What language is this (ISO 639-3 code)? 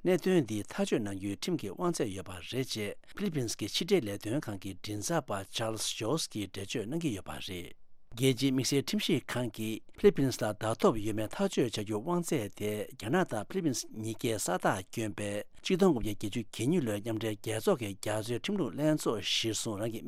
bod